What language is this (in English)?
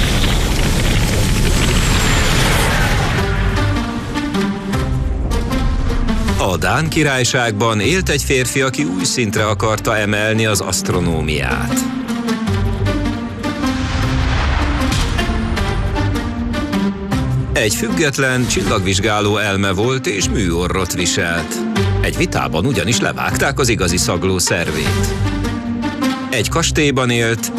Hungarian